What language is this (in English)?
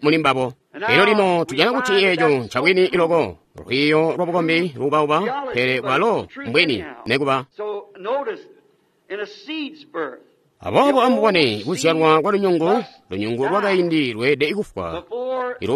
Tonga (Zambia)